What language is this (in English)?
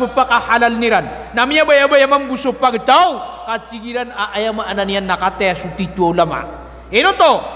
Maranao